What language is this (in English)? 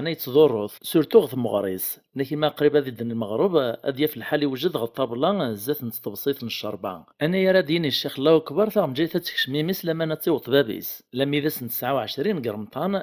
Kabyle